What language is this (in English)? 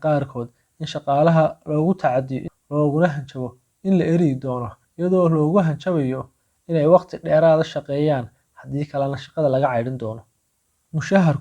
Somali